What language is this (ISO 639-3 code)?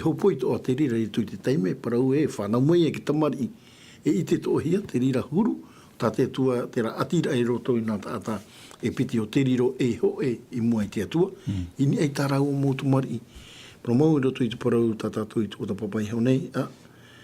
tah